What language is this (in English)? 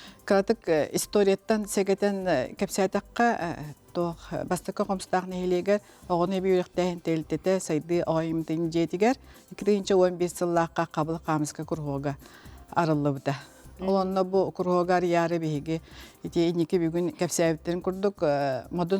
Yakut